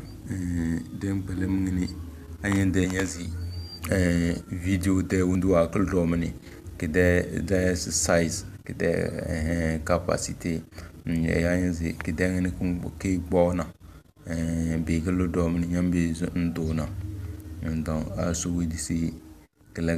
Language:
Tem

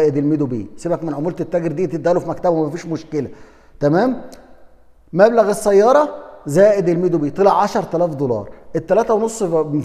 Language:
Egyptian Arabic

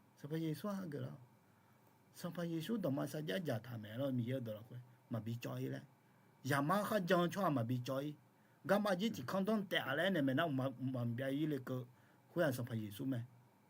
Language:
Akha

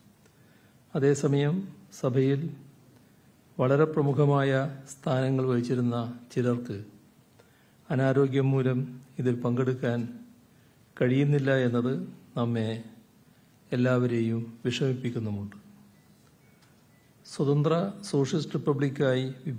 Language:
Malayalam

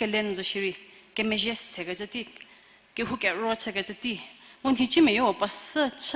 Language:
Angami Naga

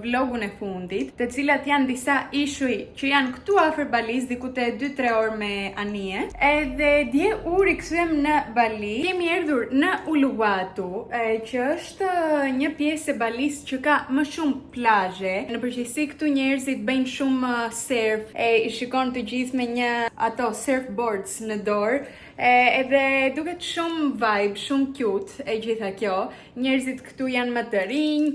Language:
Albanian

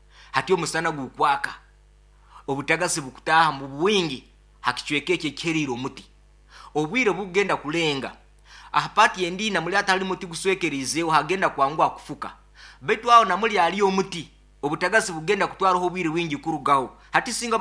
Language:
Nyoro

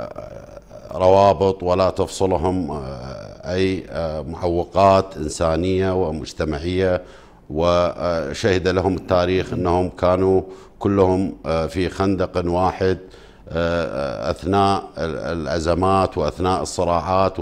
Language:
Arabic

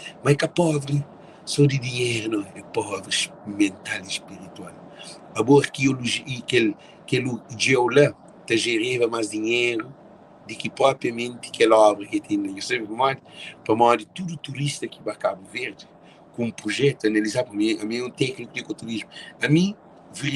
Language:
Kabuverdianu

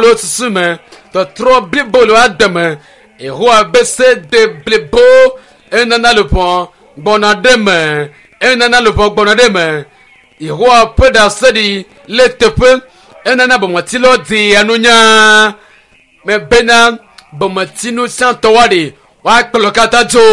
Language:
Ewe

